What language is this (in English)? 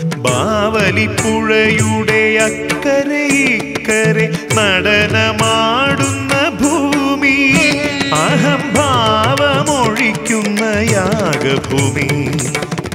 Malayalam